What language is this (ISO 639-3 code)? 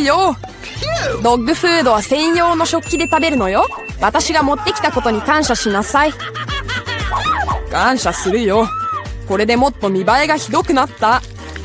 jpn